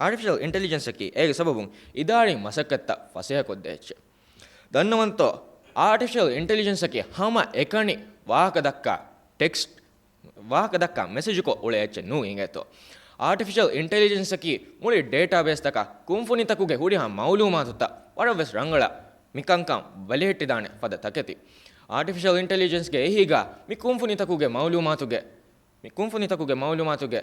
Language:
Divehi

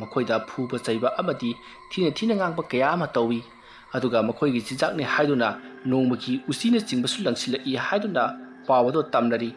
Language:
Manipuri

